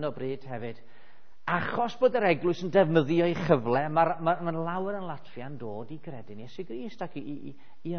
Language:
Welsh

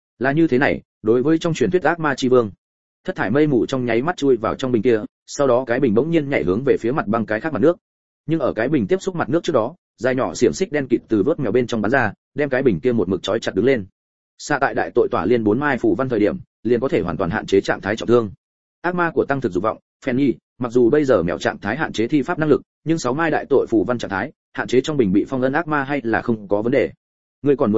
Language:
Vietnamese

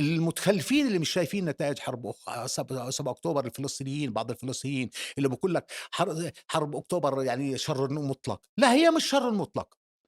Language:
North Levantine Arabic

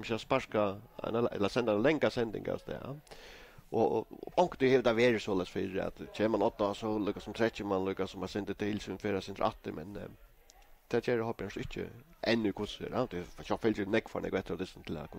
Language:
Faroese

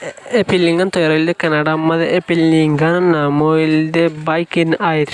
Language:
Rohingya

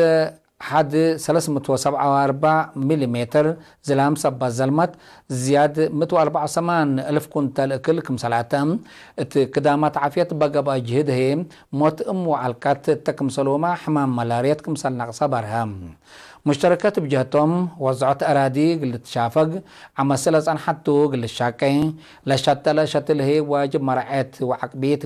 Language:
Tigre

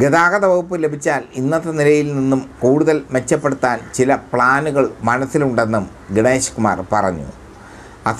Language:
Malayalam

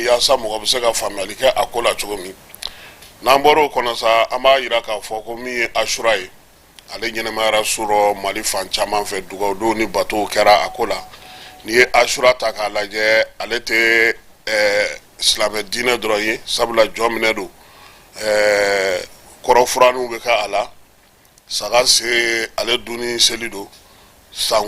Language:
Bambara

